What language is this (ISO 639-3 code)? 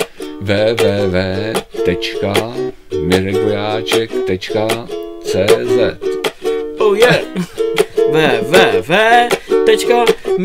ces